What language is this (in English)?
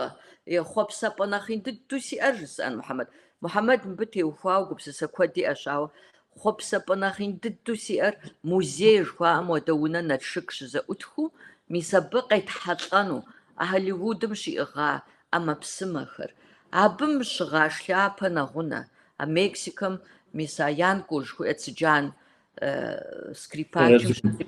Kabardian